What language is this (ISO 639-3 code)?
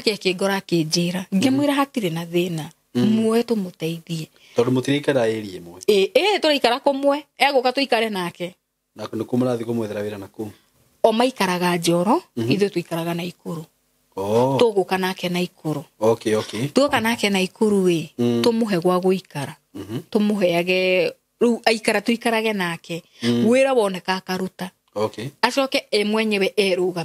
kik